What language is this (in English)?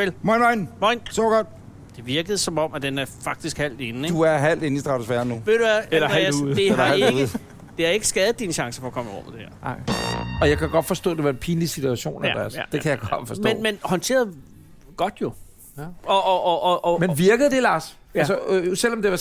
Danish